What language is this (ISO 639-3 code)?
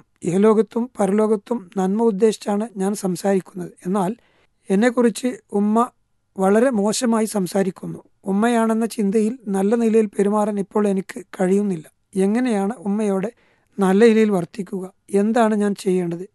mal